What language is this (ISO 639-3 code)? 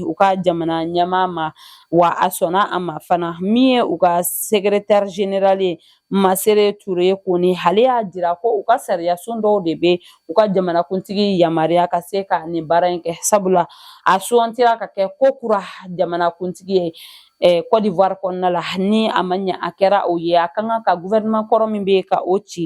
bam